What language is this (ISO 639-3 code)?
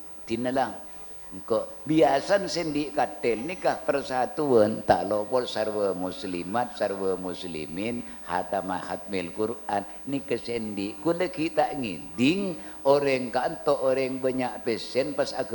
mad